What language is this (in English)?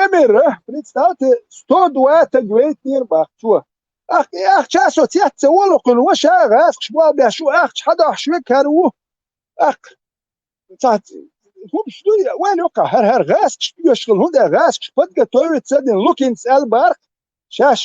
Chechen